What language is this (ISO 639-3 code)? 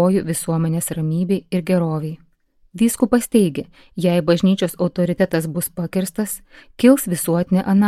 lit